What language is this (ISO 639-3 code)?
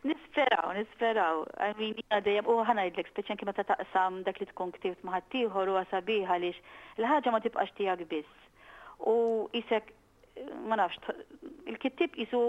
mlt